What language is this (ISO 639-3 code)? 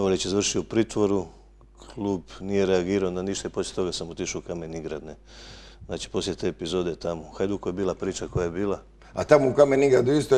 hrv